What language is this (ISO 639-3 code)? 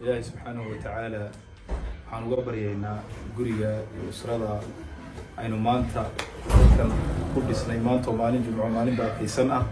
som